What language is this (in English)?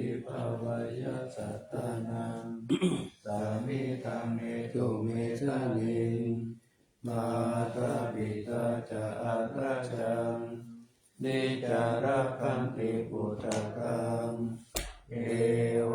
Pali